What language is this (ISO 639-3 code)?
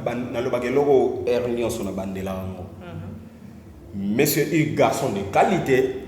lin